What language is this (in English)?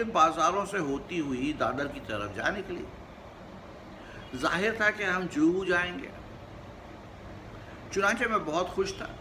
Urdu